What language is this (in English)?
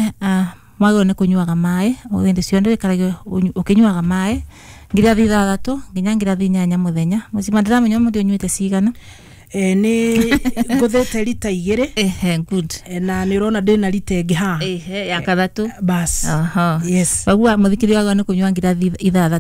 Kikuyu